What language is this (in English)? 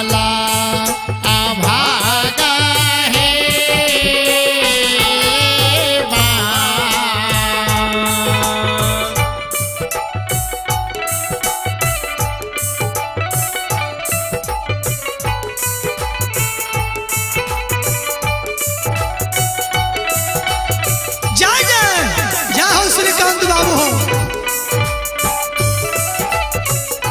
Bhojpuri